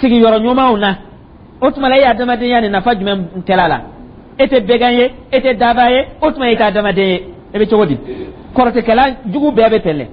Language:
Dyula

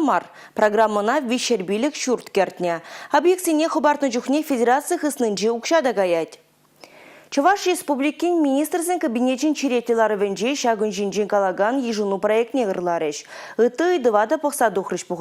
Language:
Chuvash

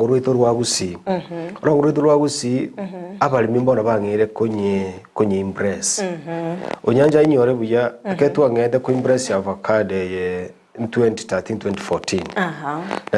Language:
Gusii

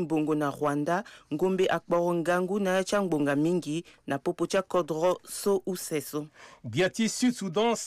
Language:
Sango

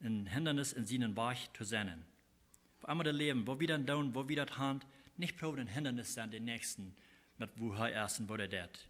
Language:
Plautdietsch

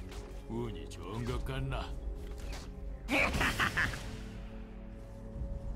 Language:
Chinese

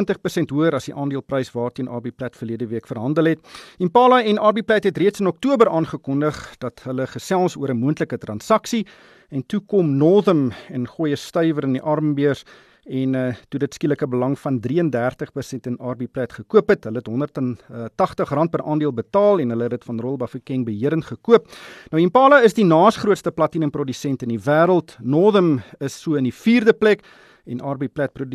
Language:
Afrikaans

